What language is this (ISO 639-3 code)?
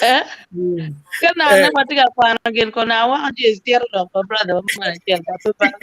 ach